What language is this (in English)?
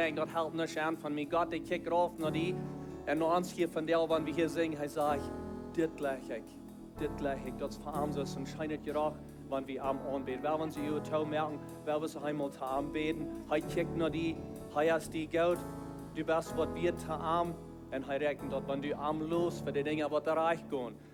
Plautdietsch